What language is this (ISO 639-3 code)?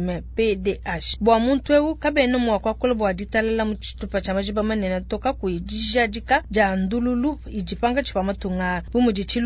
lua